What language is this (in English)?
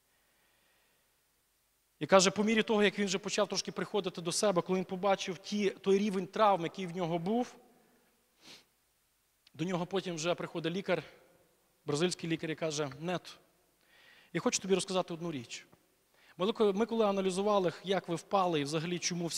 Ukrainian